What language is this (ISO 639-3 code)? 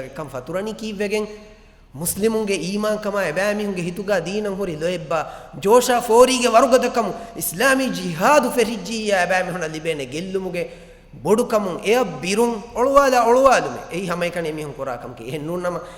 div